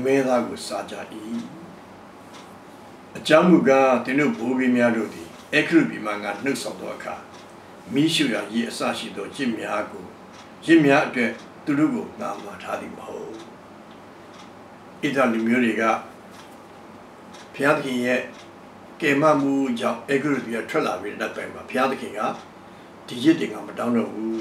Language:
Burmese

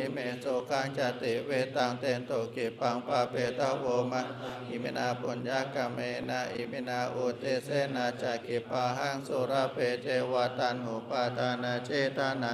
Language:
Pali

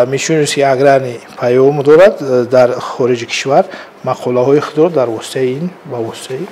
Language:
Tajik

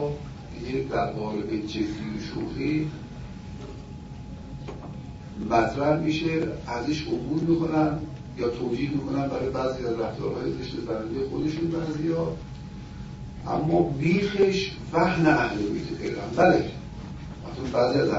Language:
Persian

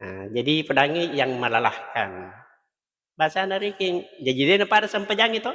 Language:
Buginese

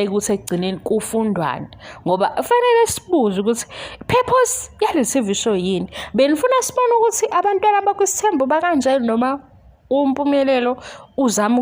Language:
Zulu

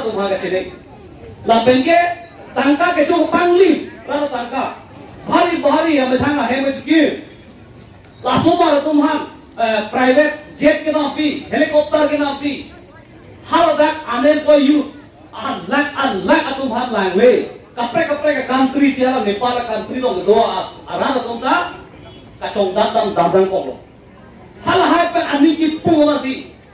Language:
Karbi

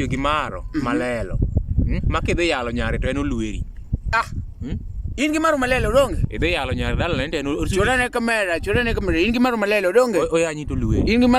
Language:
Luo (Kenya and Tanzania)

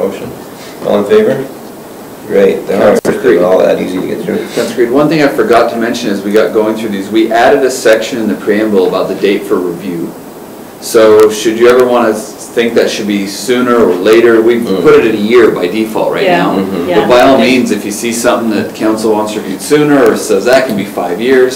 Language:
English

